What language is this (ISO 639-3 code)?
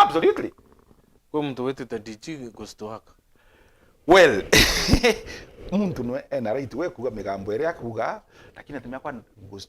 mer